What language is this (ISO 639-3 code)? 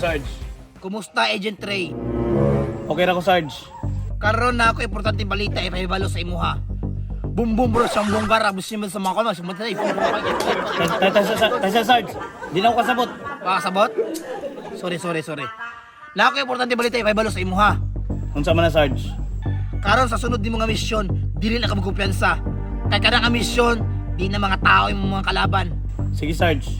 ceb